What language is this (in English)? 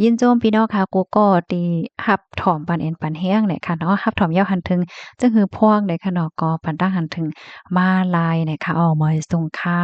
Shan